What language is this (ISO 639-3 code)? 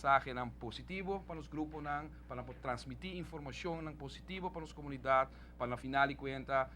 pap